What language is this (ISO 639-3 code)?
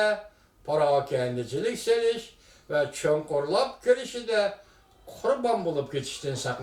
uig